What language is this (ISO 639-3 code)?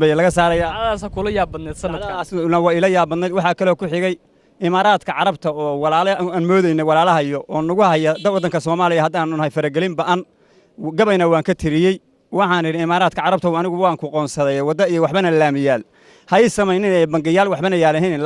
som